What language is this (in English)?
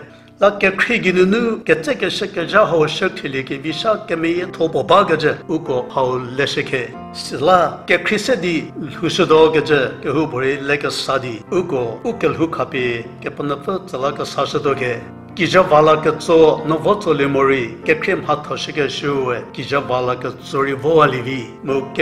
Angami Naga